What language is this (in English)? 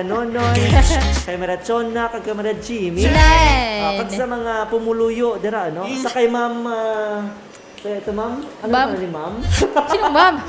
Hiligaynon